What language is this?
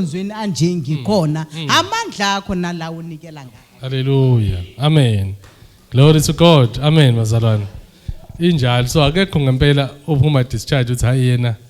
Zulu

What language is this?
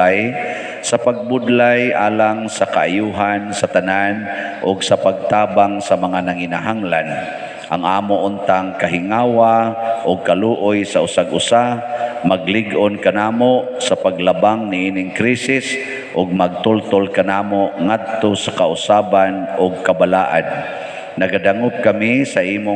Cebuano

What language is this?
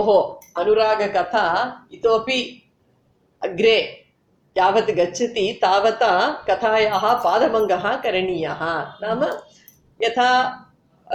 Sanskrit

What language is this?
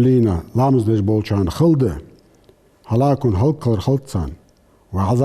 Ingush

